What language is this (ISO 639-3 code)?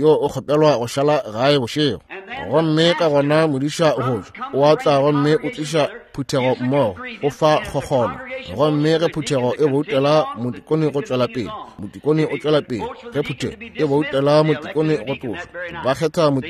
nso